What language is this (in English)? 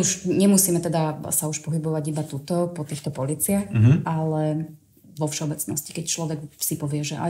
Slovak